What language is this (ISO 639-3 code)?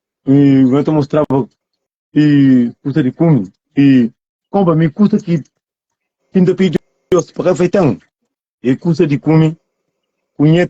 kea